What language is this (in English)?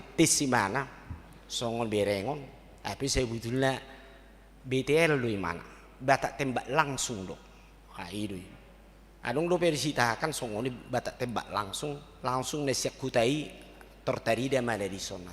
Batak Toba